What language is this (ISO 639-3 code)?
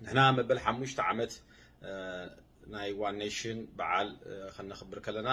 tir